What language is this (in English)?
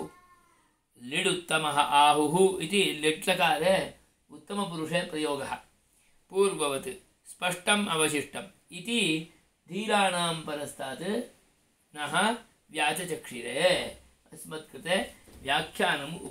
Sanskrit